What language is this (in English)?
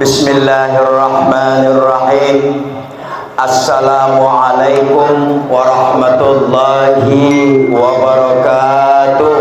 Banjar